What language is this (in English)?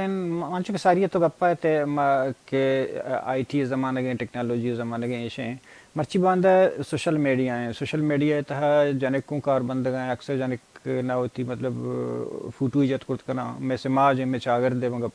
Baluchi